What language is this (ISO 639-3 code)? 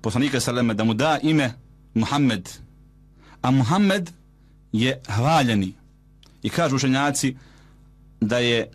bos